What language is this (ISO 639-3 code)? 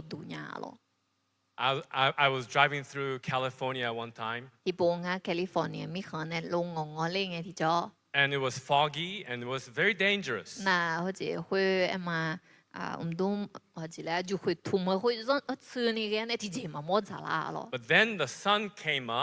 ahk